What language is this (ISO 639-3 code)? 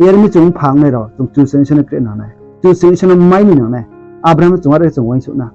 ria